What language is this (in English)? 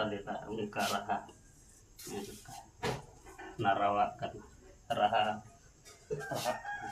Santali